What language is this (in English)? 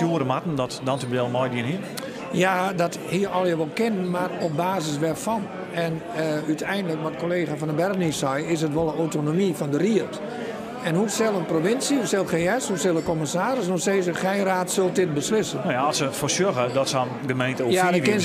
Western Frisian